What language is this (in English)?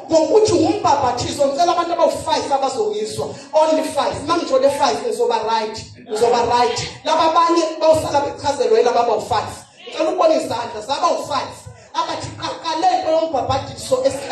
Zulu